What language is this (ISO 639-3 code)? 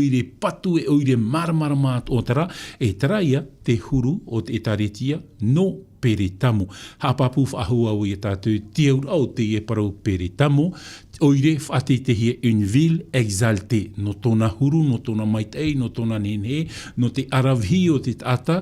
tah